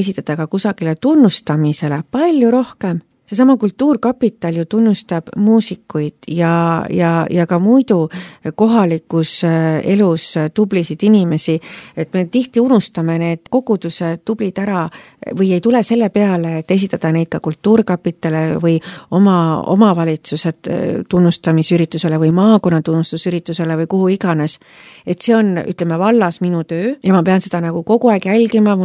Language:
Estonian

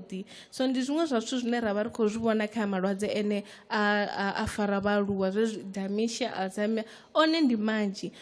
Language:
Venda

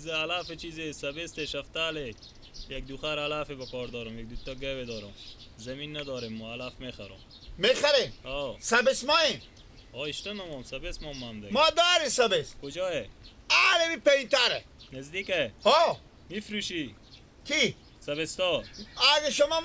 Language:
Persian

